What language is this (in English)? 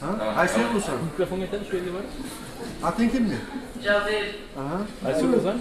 Kumyk